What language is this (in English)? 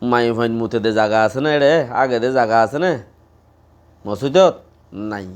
Rohingya